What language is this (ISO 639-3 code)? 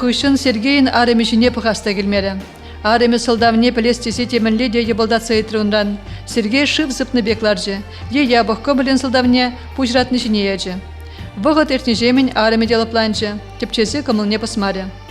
chv